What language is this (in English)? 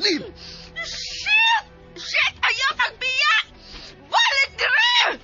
Cebuano